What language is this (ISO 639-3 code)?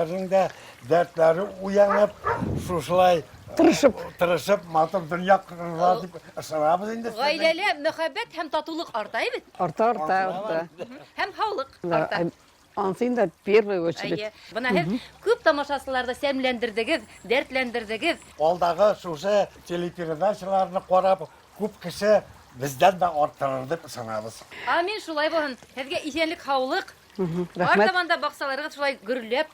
bak